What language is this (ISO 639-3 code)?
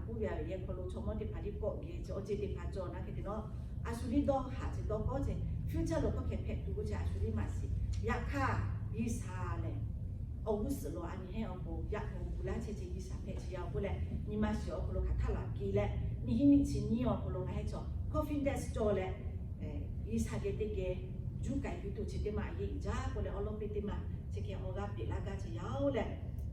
lhu